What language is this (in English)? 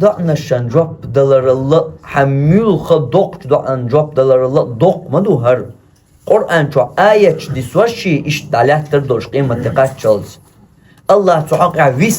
Chechen